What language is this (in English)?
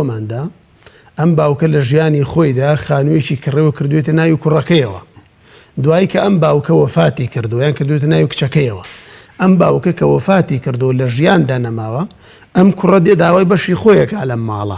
Central Kurdish